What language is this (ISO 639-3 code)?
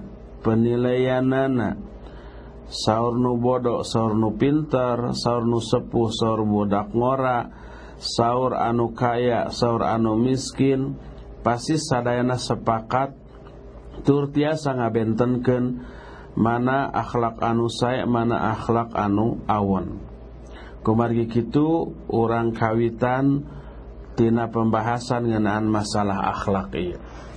sun